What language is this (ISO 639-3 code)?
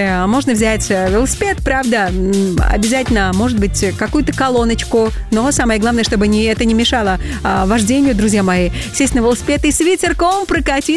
rus